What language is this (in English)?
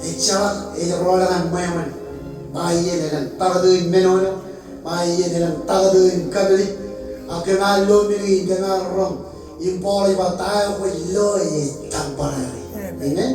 Marshallese